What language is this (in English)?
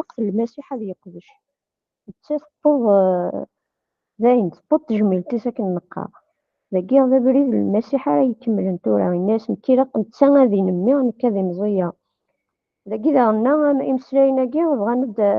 Kabyle